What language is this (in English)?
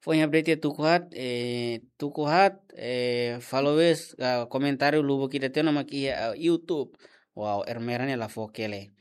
Tetum